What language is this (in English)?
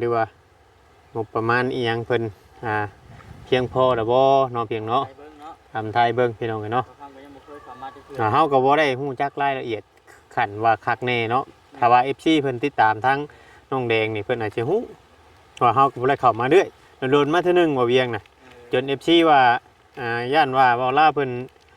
Northeastern Thai